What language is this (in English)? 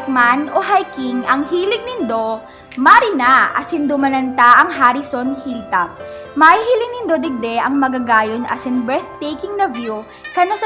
Bikol